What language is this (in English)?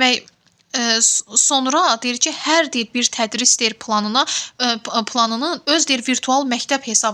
Azerbaijani